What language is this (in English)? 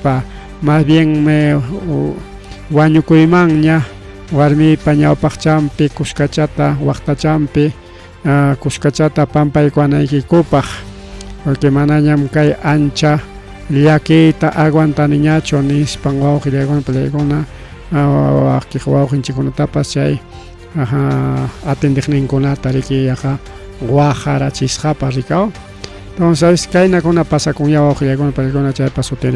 Ayacucho Quechua